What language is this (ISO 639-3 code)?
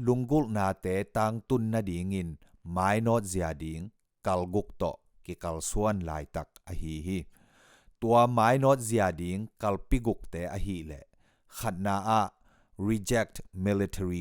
ctd